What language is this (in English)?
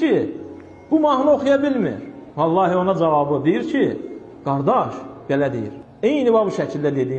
Azerbaijani